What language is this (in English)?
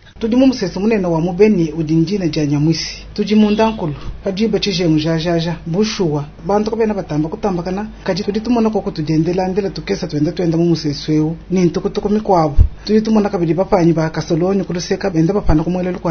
Luba-Lulua